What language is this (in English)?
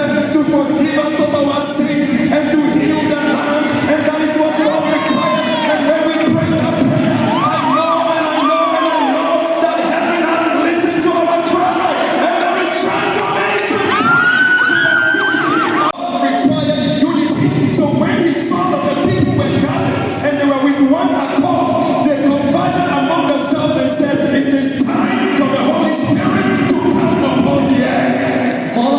Tetum